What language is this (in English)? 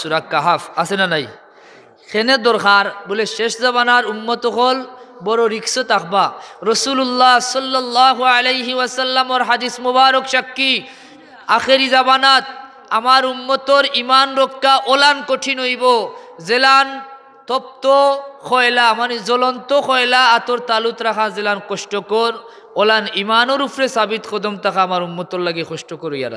Sylheti